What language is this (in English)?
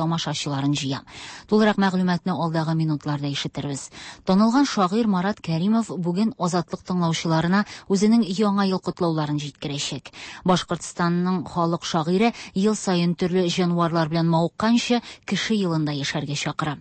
Tatar